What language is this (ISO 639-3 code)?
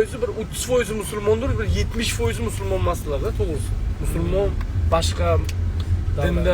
uzb